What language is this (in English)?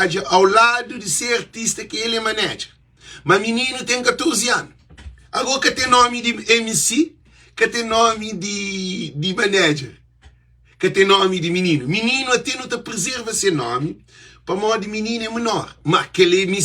Kabuverdianu